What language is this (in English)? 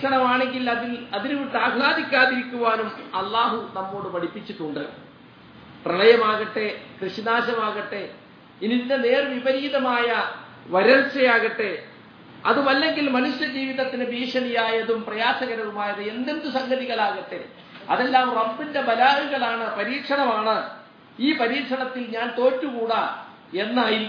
Malayalam